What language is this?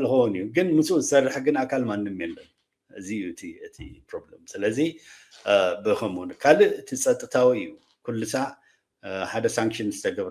Tigrinya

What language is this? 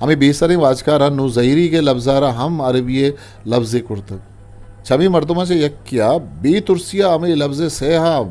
Eastern Balochi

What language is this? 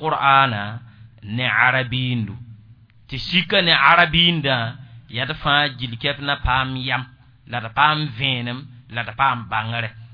Mossi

